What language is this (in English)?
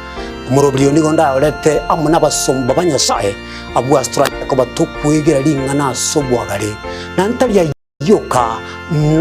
Gusii